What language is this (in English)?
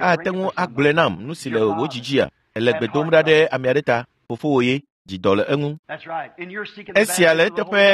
Ewe